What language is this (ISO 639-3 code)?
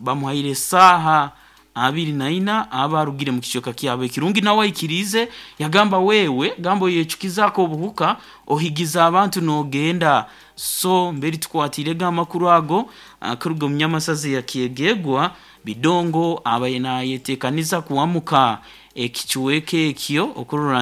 nyo